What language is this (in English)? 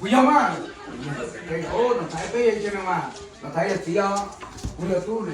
Hmong